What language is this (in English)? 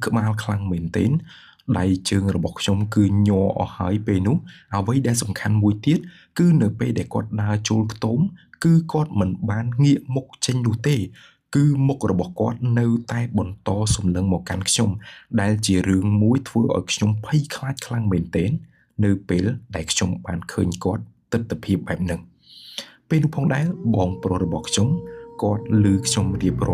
Khmer